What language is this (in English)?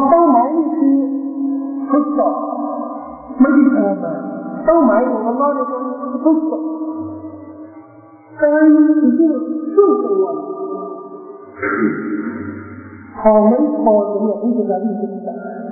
Thai